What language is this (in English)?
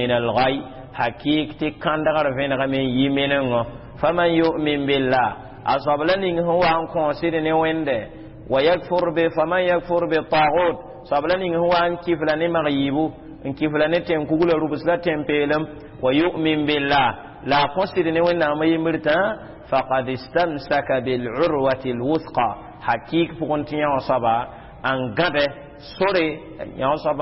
Mossi